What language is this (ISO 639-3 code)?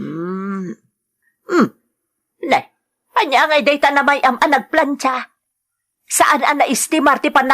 ilo